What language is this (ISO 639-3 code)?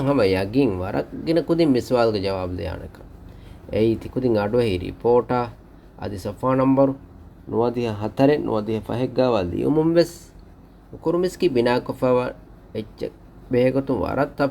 div